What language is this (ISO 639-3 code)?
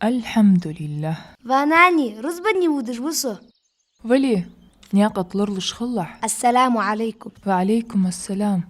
inh